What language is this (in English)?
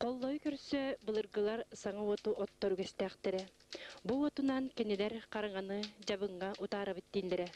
Yakut